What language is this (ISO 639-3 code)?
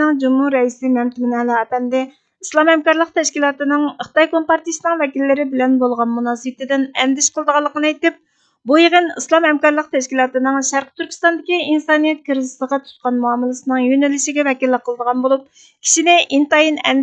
uig